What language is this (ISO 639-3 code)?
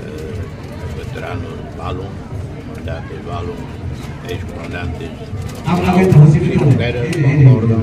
tet